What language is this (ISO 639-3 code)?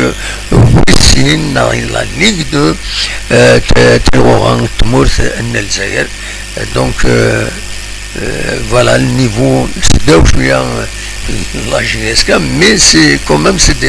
kab